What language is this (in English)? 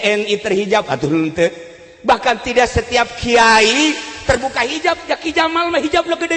Sundanese